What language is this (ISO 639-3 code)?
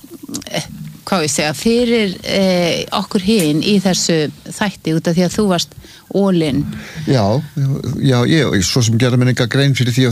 isl